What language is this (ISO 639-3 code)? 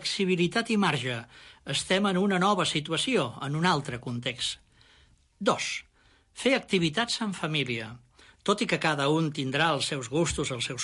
cat